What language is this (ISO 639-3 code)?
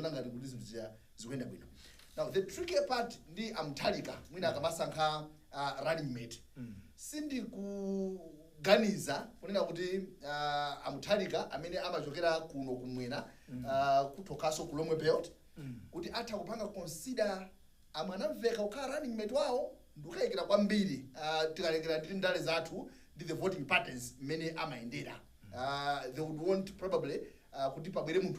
nya